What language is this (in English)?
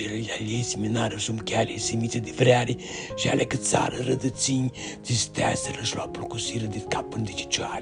Aromanian